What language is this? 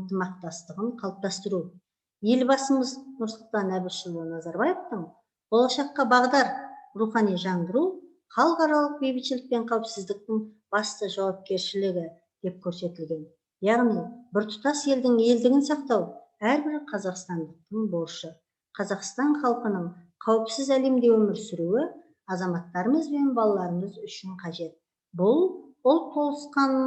Kazakh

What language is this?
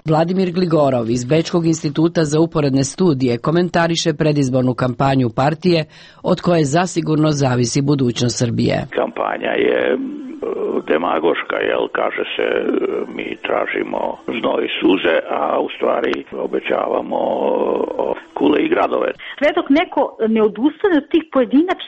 Serbian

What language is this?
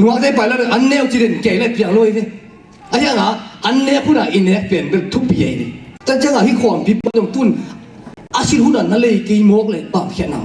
Tedim Chin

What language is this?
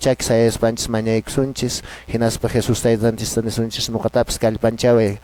Quechua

